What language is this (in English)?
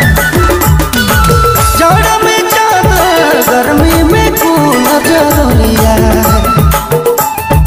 Sadri